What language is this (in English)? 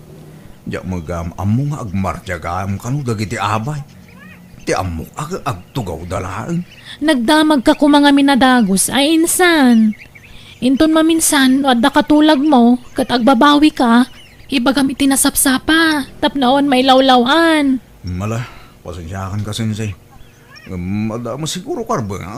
Iloko